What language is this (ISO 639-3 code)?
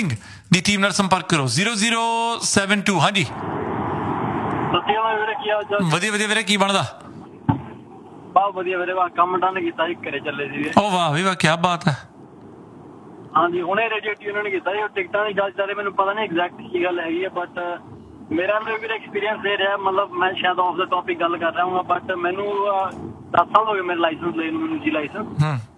pan